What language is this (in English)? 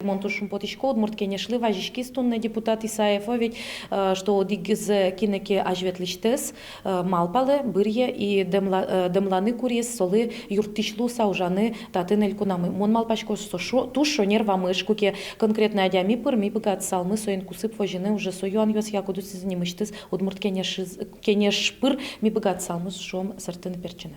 Udmurt